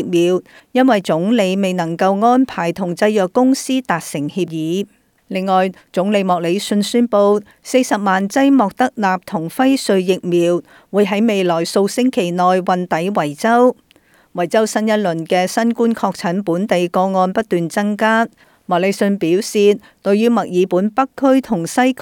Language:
Cantonese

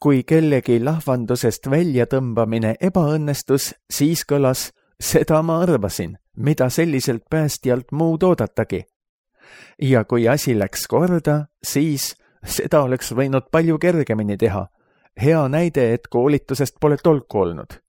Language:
Estonian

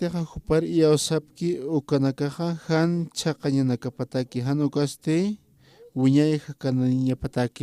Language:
Aymara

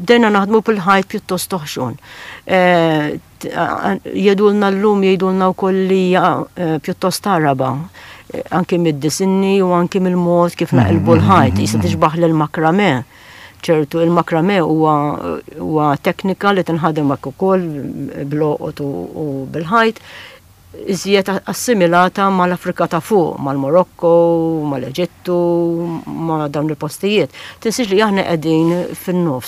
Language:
Maltese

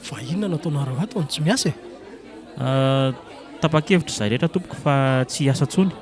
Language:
Malagasy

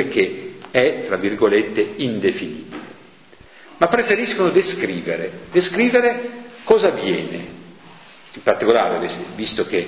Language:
Italian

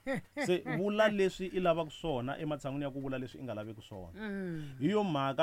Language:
Tsonga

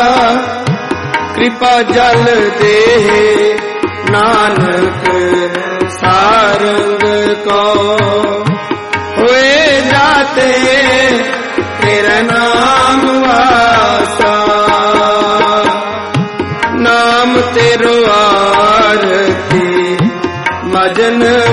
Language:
Punjabi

